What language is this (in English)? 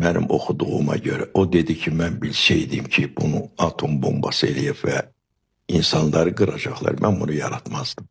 Azerbaijani